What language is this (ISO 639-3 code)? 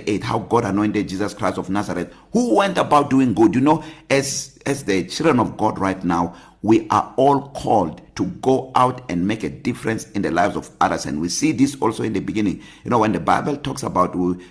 eng